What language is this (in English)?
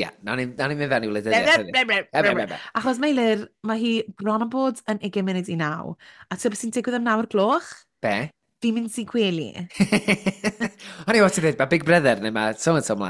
Welsh